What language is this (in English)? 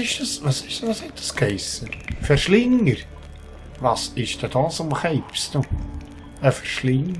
Swiss German